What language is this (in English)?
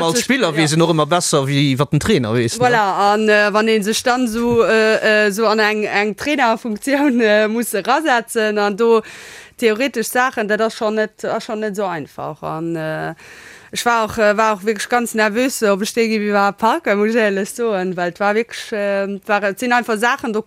Luxembourgish